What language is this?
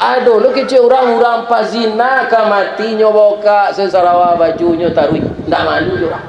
Minangkabau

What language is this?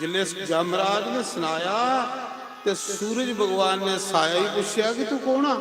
Dogri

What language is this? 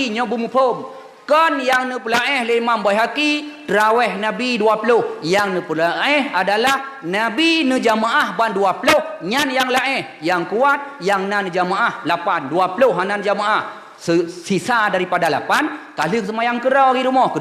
Achinese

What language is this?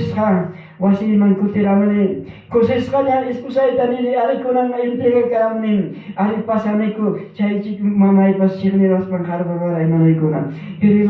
Ayacucho Quechua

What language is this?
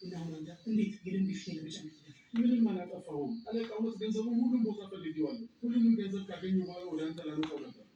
Amharic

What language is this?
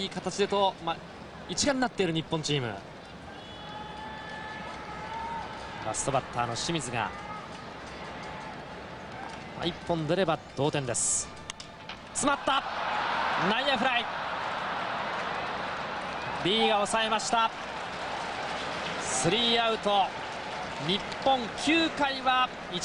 Japanese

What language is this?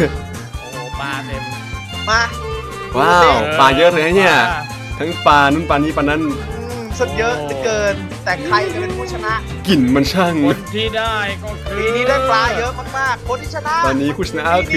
Thai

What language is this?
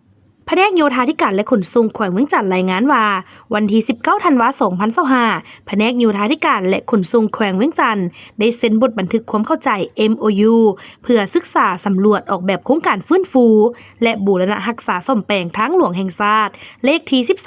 Lao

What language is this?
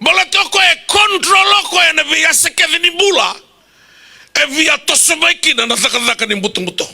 Fijian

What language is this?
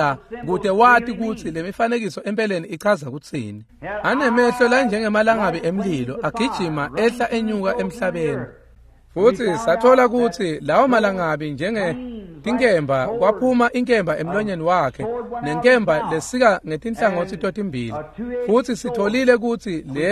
Swati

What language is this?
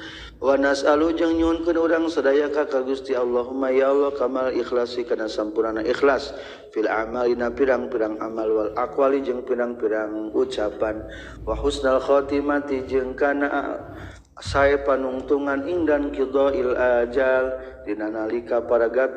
Sundanese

